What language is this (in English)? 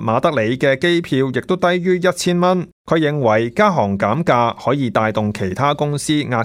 Cantonese